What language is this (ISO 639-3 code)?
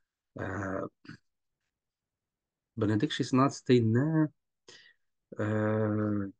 ukr